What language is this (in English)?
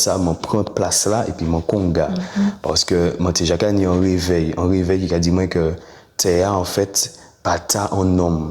Guadeloupean Creole French